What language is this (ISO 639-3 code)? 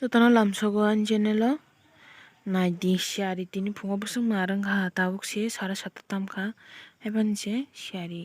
trp